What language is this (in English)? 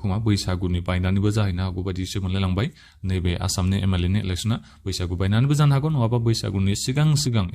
Bodo